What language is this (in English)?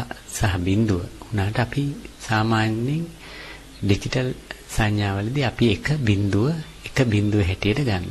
Sinhala